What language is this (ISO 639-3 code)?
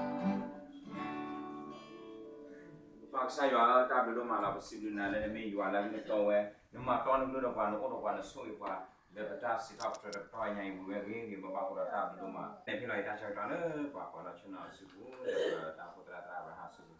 ksw